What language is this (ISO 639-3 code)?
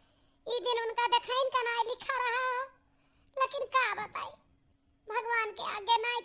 awa